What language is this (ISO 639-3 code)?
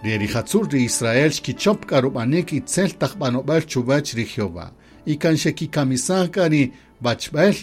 cak